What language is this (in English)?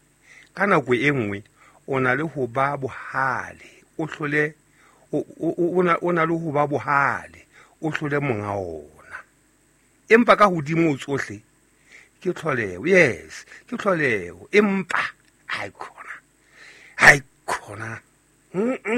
Southern Sotho